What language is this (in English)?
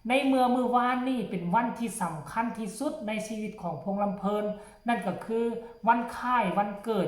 Northeastern Thai